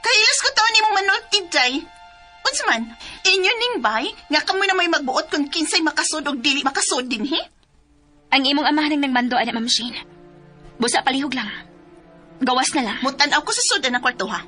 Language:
Cebuano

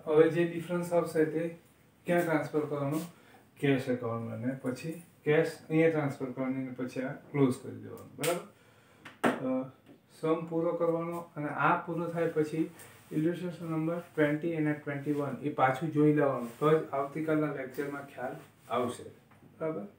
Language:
Gujarati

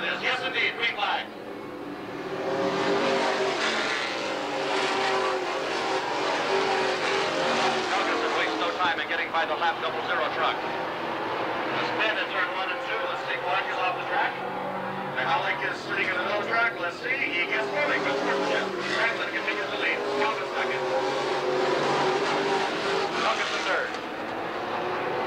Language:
English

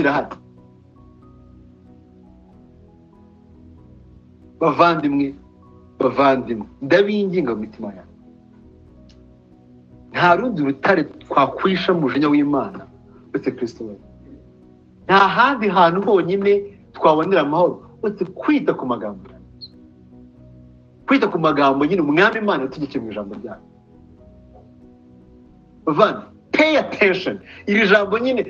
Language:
Kinyarwanda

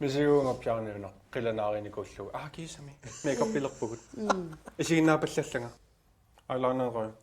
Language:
Kalaallisut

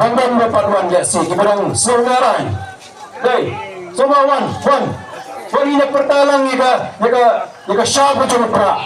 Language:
Khasi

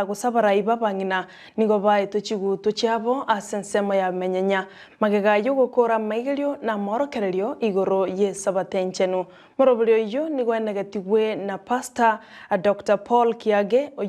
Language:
Gusii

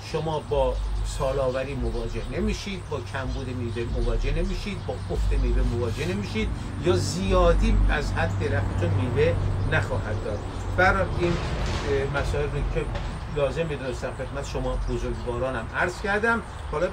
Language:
Persian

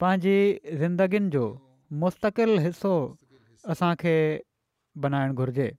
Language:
Sindhi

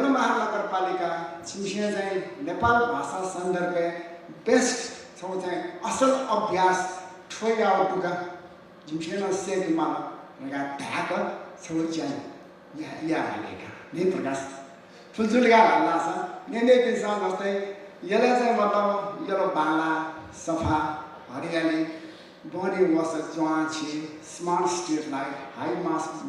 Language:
Newari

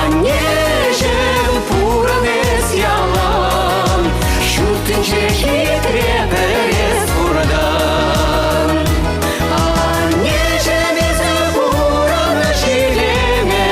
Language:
Chuvash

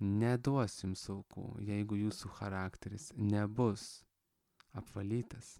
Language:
Lithuanian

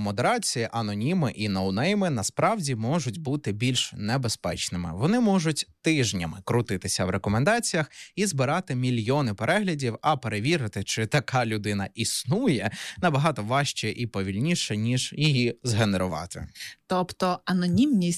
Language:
Ukrainian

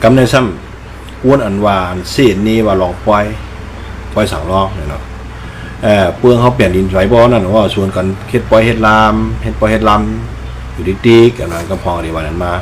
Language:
Shan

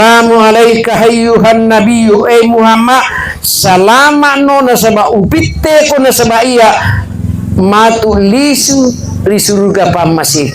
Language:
Buginese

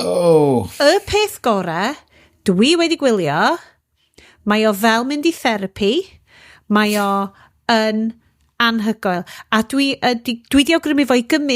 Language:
Welsh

